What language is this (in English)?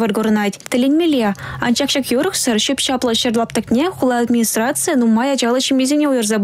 Chuvash